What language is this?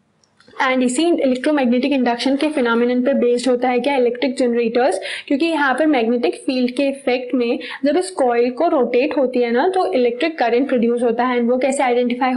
Hindi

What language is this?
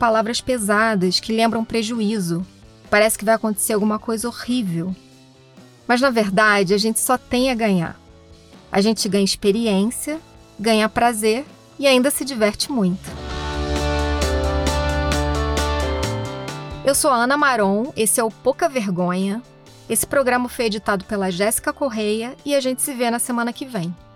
Portuguese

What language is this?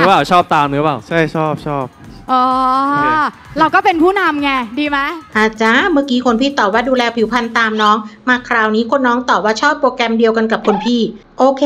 Thai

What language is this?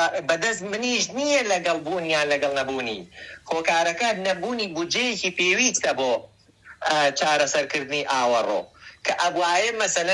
Central Kurdish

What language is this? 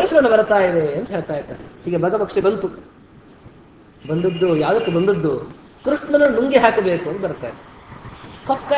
Kannada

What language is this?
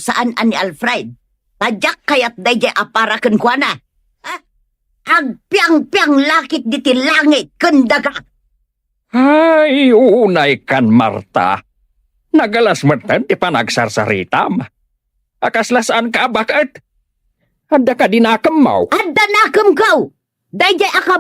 Iloko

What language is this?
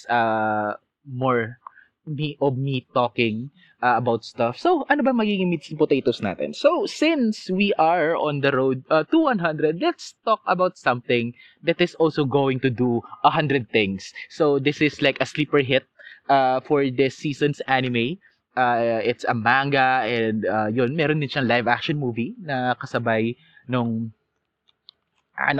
Filipino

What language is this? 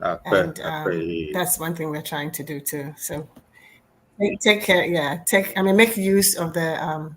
Ewe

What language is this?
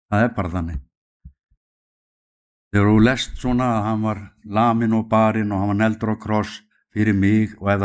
Icelandic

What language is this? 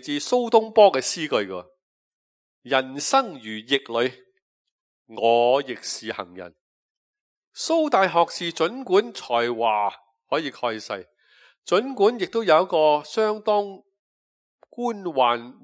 Cantonese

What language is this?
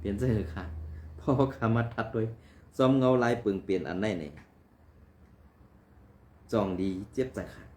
Shan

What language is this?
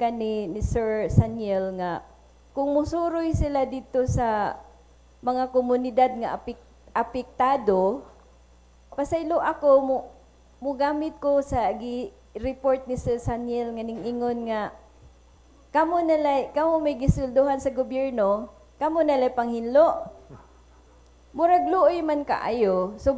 Cebuano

